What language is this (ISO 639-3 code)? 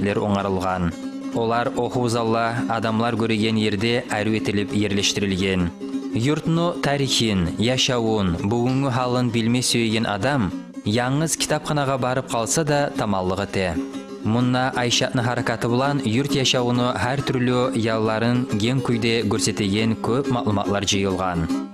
kum